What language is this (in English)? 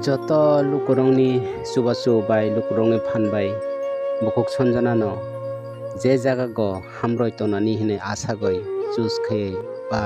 Kok Borok